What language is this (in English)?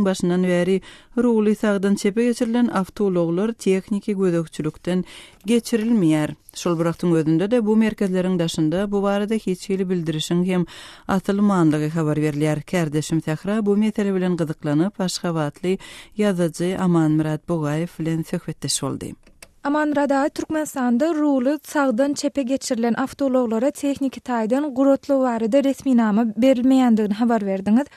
Turkmen